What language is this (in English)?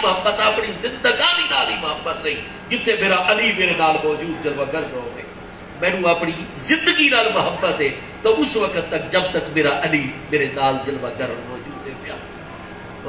Saraiki